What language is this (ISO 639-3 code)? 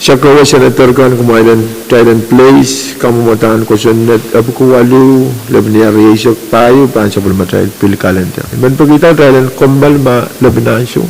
pon